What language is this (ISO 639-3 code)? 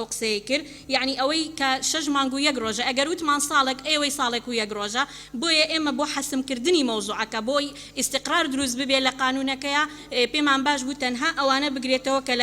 ckb